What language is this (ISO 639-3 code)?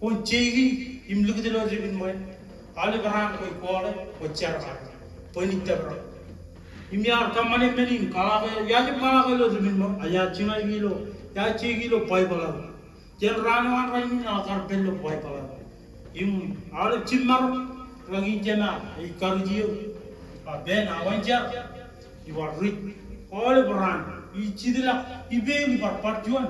mah